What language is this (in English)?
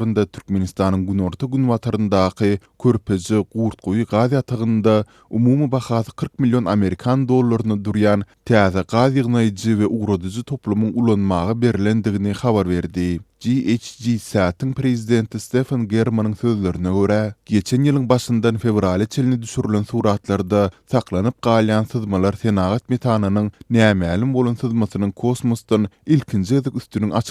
Turkmen